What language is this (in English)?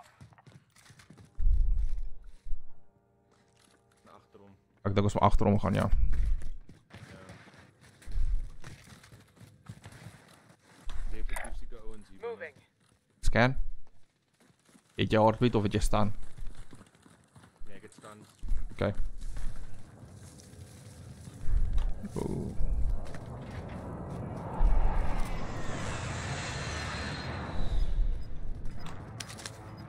Afrikaans